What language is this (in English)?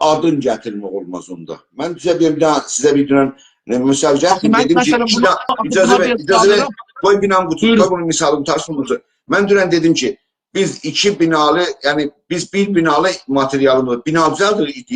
South Azerbaijani